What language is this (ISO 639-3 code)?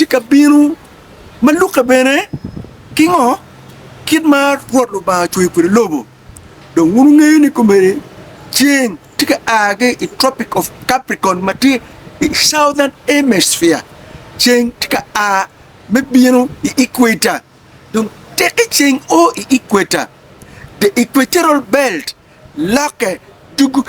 ach